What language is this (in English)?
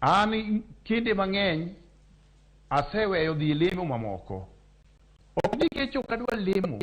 Luo (Kenya and Tanzania)